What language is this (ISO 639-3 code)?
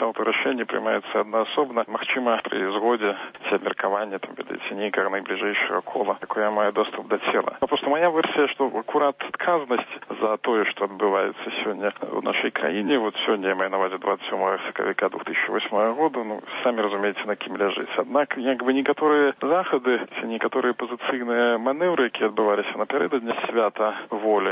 bel